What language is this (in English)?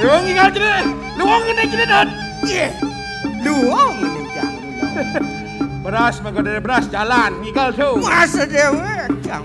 Balinese